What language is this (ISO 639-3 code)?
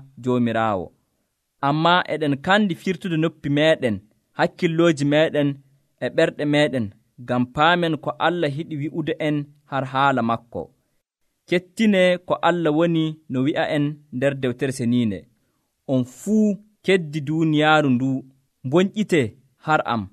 fuv